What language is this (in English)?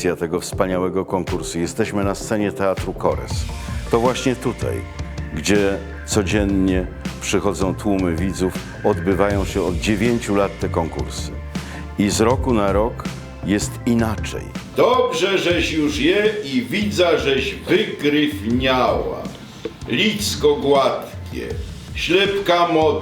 Silesian